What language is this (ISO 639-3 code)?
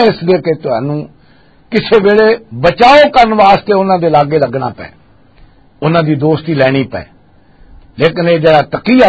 lah